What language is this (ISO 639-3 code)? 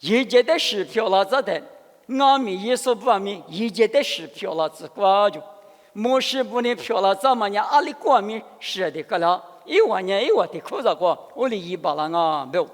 lis